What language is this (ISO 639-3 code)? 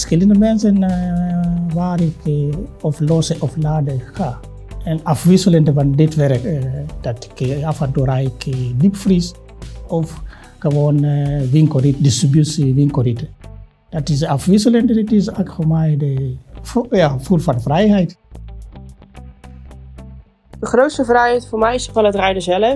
nld